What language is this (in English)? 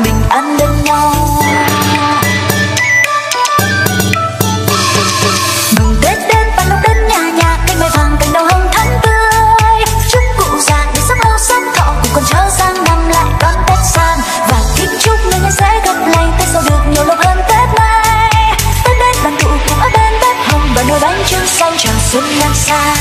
Vietnamese